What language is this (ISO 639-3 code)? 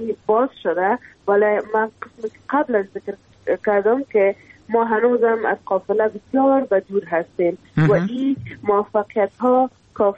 fas